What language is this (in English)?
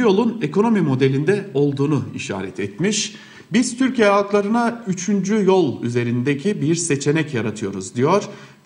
Turkish